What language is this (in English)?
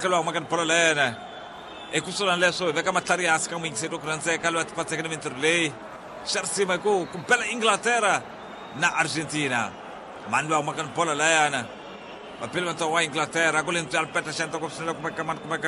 Tsonga